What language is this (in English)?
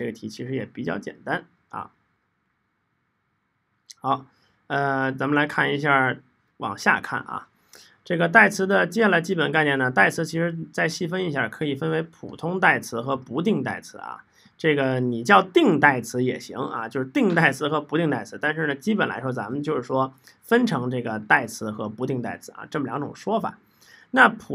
Chinese